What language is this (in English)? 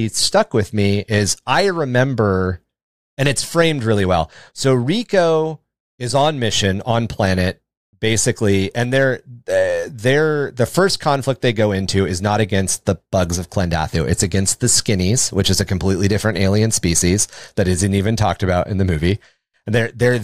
English